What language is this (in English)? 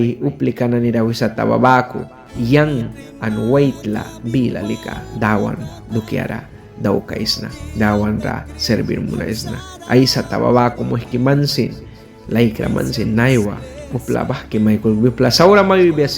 Mískito